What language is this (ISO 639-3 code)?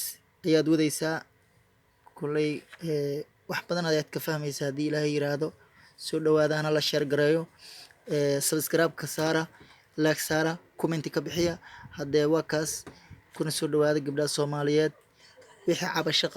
som